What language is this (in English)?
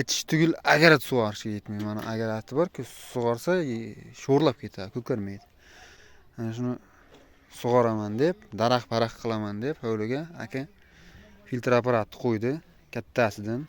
Uzbek